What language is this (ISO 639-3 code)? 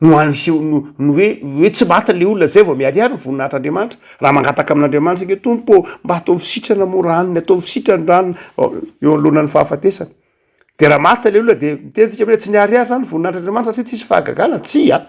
mlg